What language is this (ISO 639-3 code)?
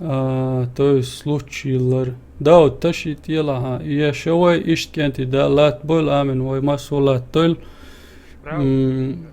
che